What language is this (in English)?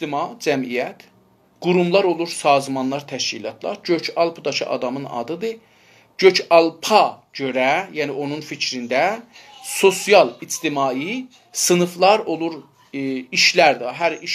South Azerbaijani